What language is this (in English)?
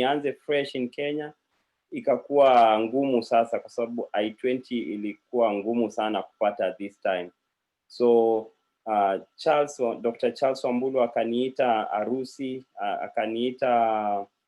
Kalenjin